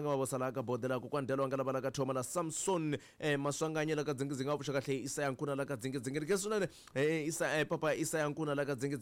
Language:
Tsonga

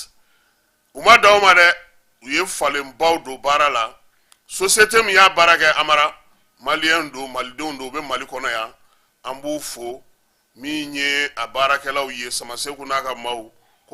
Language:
Bambara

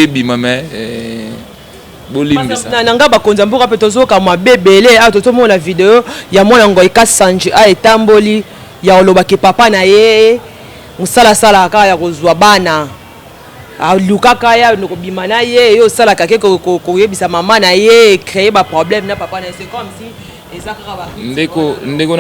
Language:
Lingala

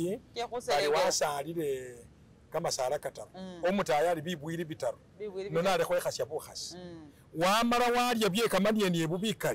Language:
Masaaba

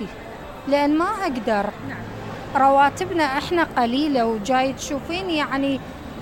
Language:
Mesopotamian Arabic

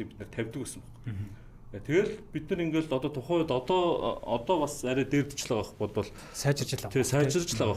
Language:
Mongolian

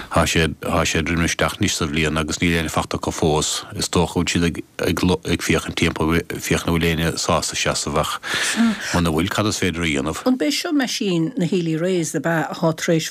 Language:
Irish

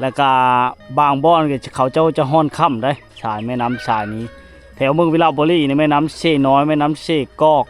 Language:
Lao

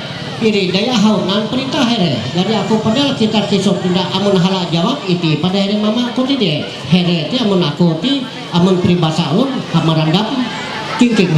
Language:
Ma'anyan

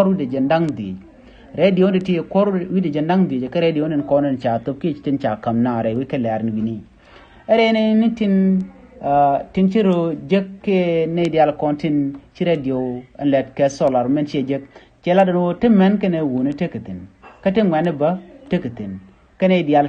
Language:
Nuer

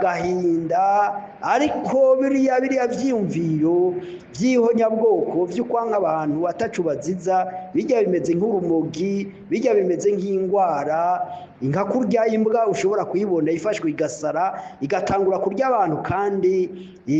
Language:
Rundi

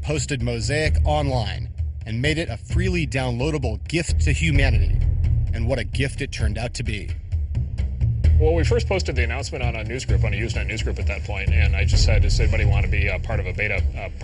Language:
English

